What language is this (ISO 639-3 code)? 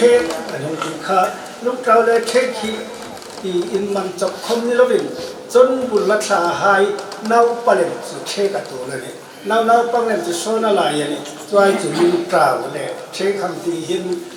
hmr